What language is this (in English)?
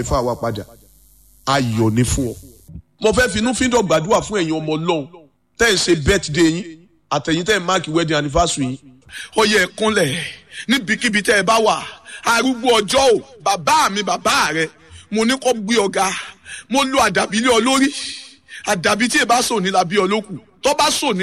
Yoruba